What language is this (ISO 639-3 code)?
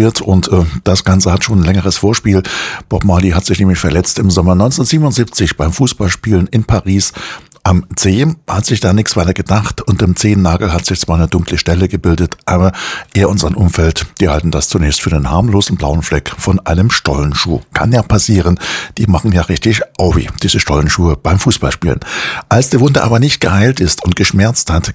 deu